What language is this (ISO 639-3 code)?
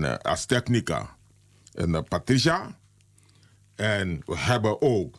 nld